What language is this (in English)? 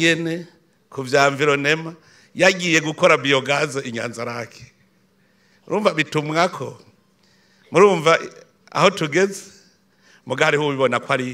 Rundi